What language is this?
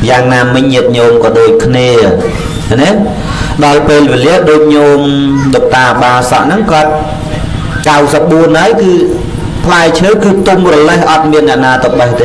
Khmer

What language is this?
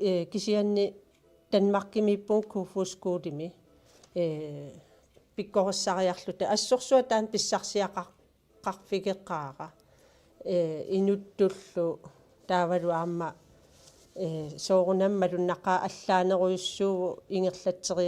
Kalaallisut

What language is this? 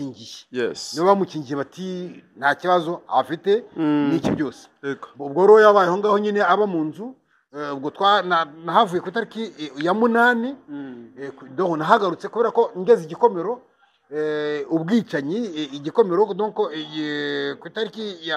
Kinyarwanda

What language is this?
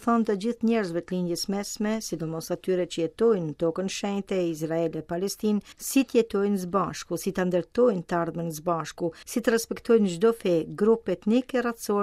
Albanian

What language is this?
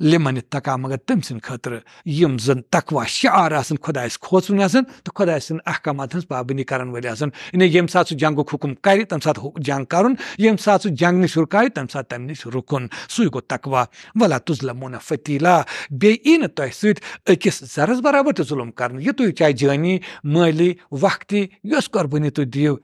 Kashmiri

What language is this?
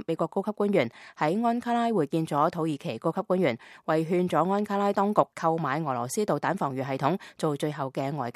Cantonese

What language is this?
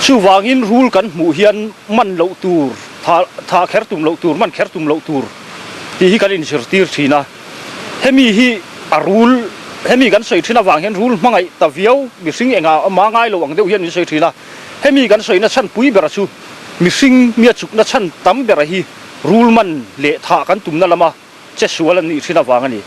Mizo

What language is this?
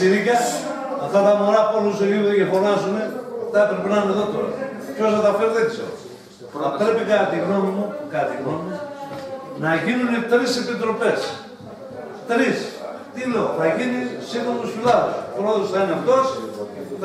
Greek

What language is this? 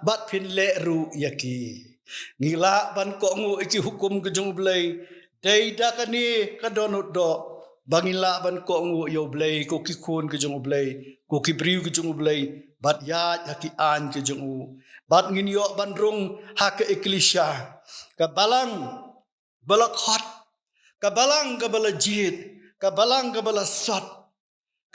Khasi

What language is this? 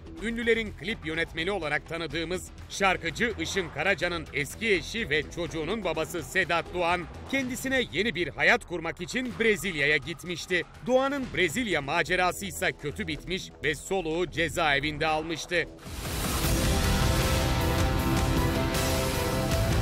Turkish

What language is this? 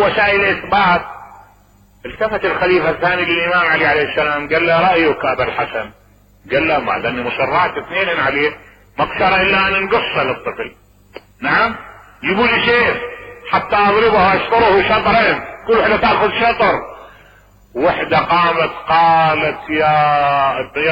Mesopotamian Arabic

